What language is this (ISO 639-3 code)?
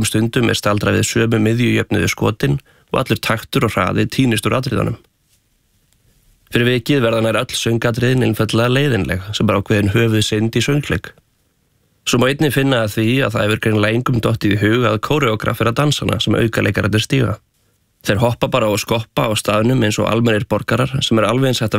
isl